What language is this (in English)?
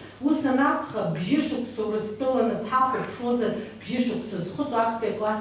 Abkhazian